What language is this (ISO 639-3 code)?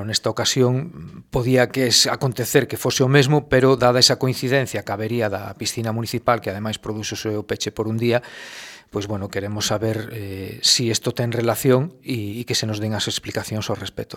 glg